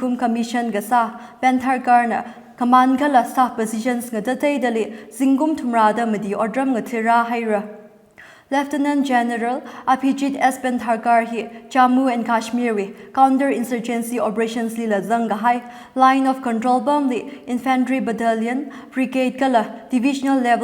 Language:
Tangkhul Naga (India)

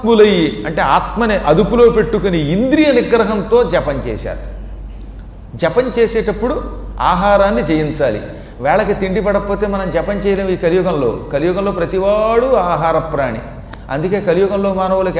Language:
Telugu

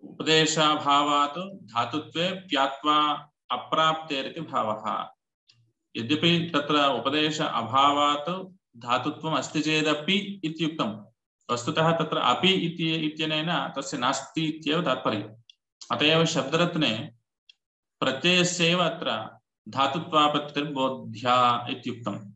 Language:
Sanskrit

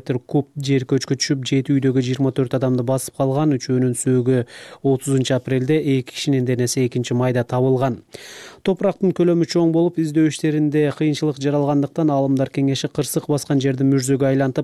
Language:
Kyrgyz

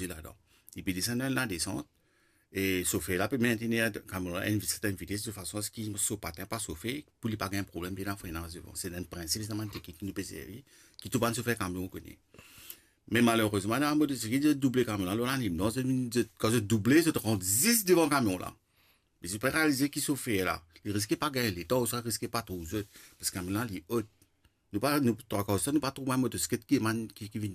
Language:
Morisyen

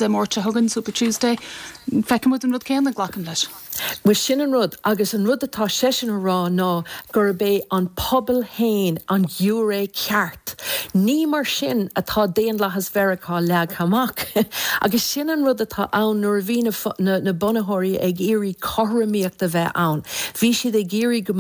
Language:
Irish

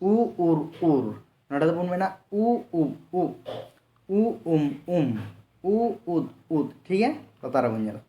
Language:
Santali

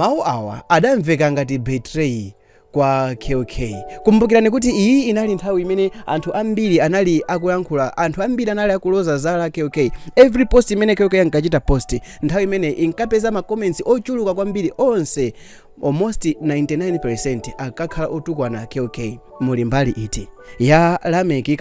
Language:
Nyanja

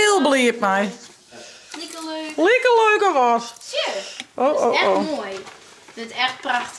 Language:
Western Frisian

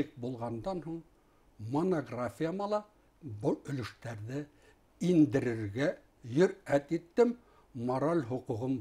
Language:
Bashkir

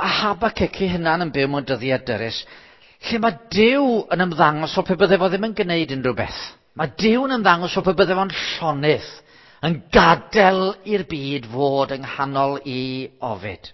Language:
Welsh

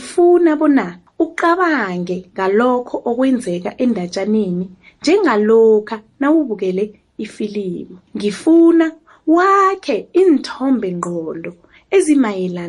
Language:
South Ndebele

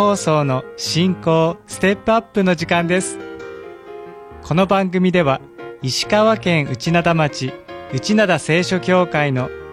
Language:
Japanese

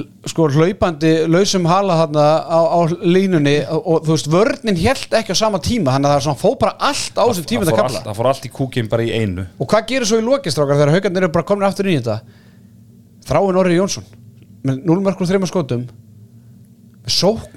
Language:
Icelandic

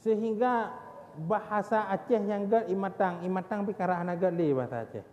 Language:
Achinese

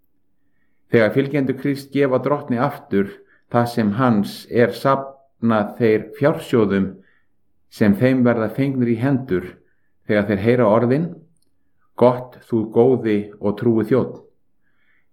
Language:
Icelandic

